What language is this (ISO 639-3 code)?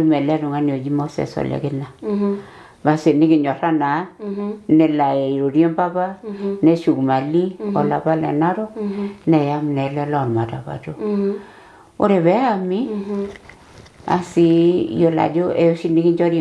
mas